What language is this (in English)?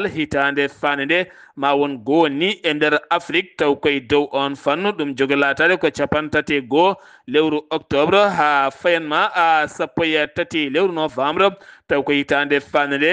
Fula